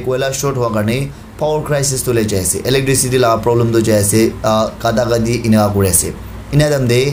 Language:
Naga Pidgin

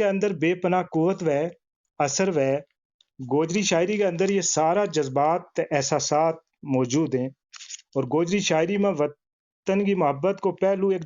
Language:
Gujari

